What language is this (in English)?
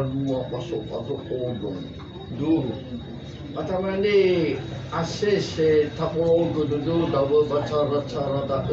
Nias